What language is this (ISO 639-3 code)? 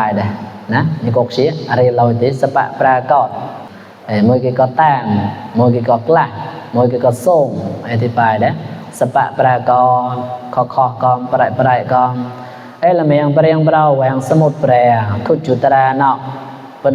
mnw